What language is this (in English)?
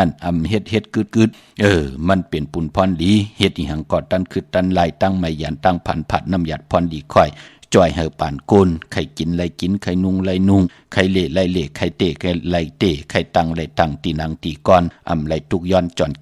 Shan